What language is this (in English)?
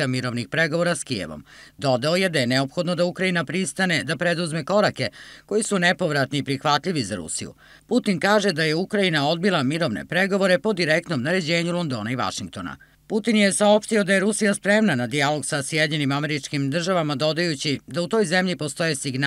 Serbian